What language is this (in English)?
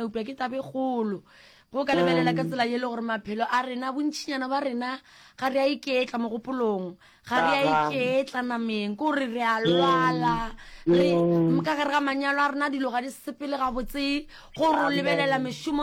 Northern Sotho